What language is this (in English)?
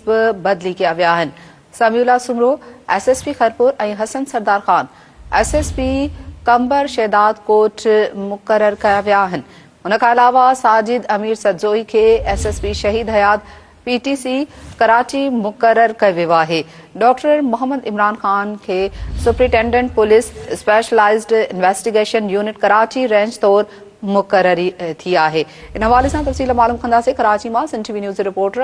Sindhi